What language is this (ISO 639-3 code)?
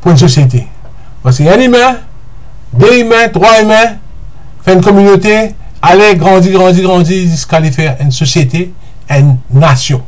mfe